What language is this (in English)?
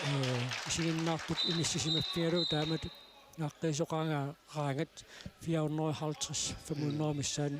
Kalaallisut